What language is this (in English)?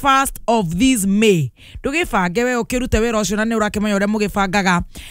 Kikuyu